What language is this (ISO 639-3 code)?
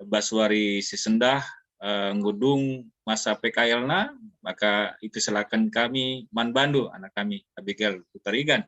btx